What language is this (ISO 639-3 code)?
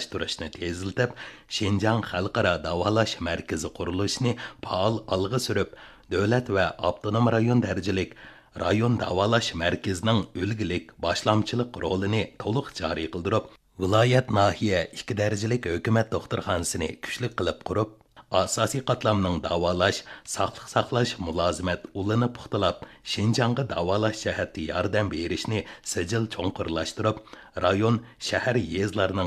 uig